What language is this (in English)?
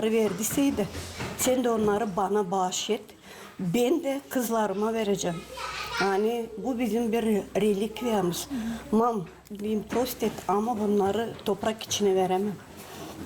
Gagauz